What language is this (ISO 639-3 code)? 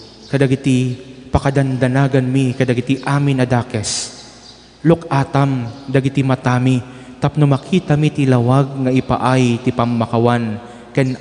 ilo